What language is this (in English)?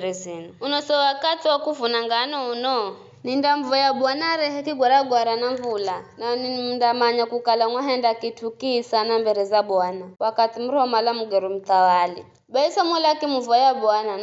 Giryama